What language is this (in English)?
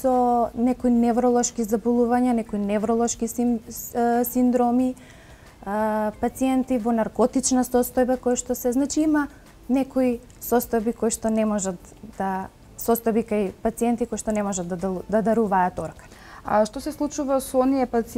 Macedonian